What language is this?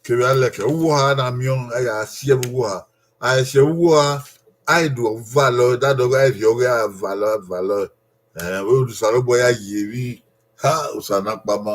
Bini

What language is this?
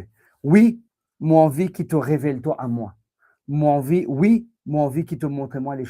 Morisyen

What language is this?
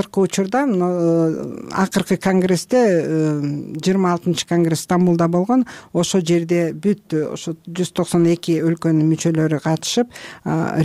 Kyrgyz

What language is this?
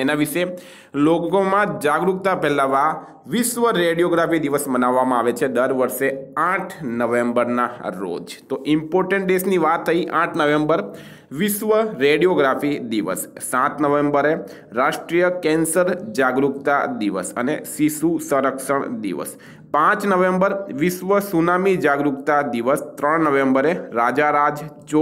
Gujarati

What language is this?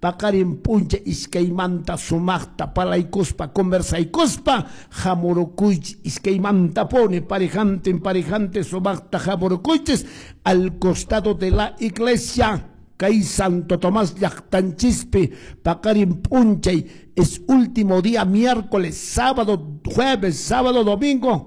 Quechua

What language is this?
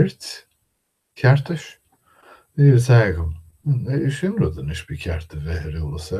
Irish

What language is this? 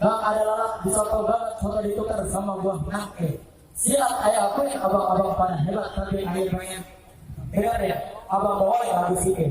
Betawi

